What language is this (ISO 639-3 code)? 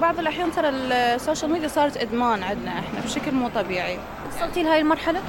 acm